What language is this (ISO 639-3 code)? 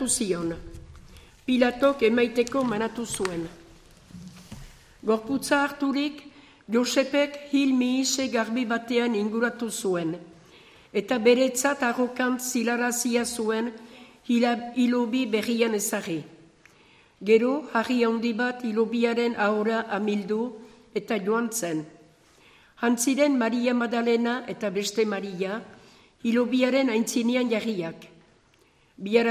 eus